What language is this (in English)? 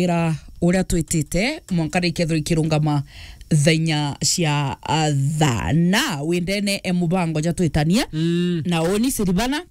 Meru